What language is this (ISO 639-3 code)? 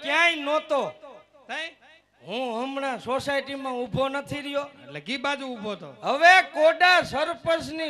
guj